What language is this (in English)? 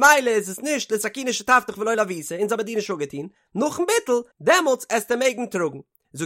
Yiddish